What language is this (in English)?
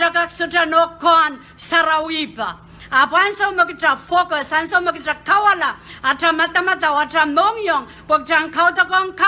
Pohnpeian